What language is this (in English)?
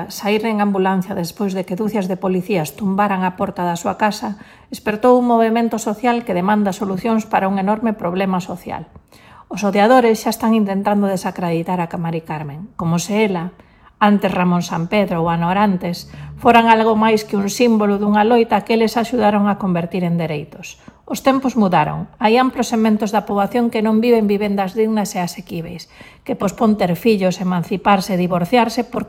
Galician